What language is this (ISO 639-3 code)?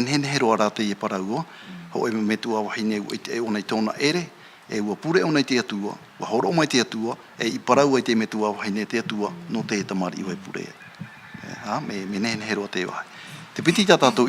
tah